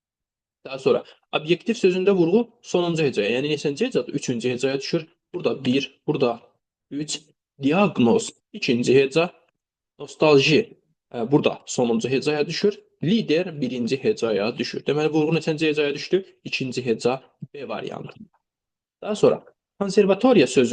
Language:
Azerbaijani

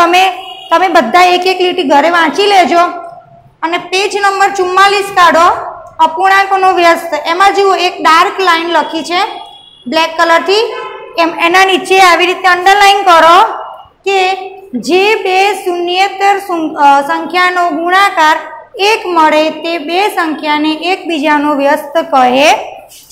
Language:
Gujarati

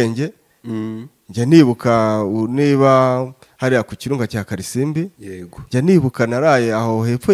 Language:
Kinyarwanda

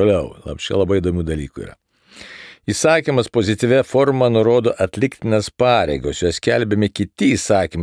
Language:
Lithuanian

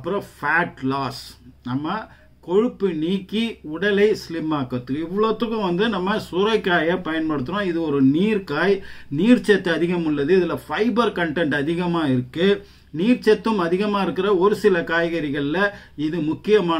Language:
Tamil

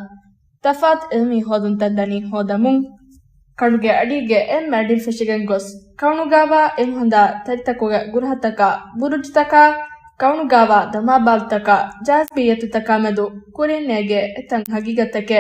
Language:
Divehi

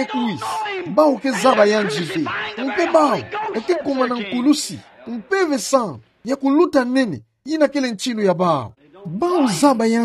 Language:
Kituba (Democratic Republic of Congo)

